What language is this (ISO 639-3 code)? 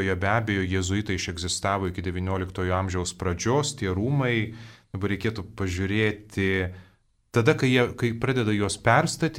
lit